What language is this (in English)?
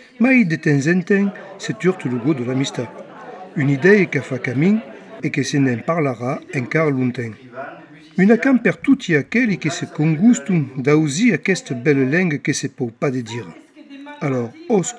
Occitan